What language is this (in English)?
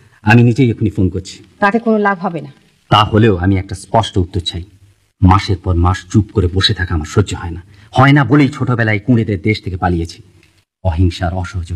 Bangla